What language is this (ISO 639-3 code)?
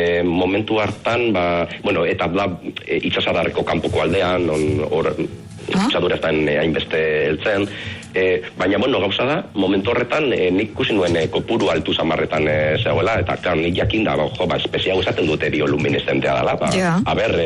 eus